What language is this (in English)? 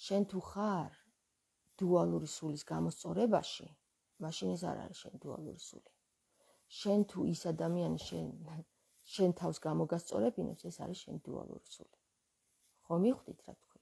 Georgian